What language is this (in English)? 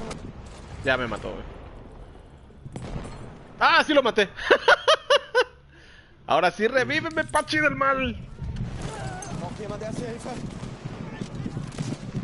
Spanish